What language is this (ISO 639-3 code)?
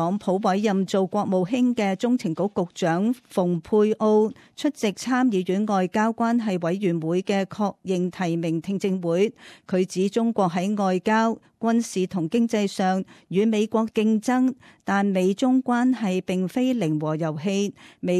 yue